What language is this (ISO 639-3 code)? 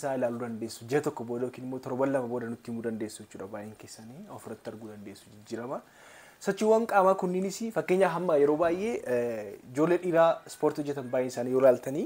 orm